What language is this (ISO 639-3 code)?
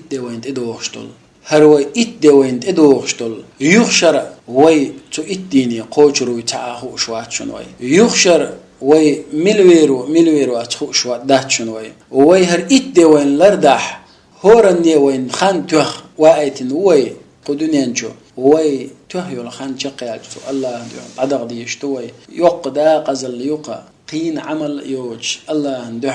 che